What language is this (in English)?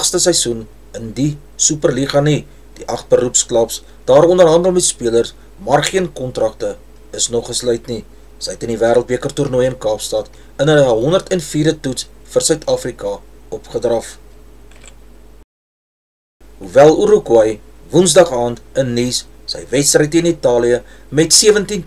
Afrikaans